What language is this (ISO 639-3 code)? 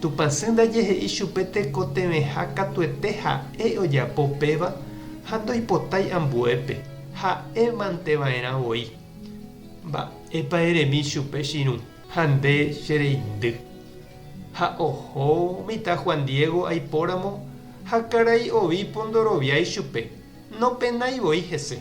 grn